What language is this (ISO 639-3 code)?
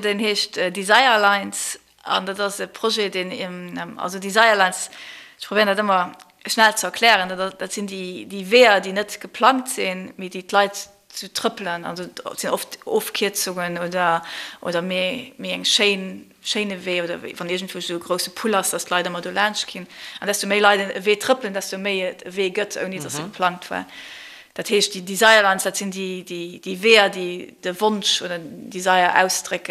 ltz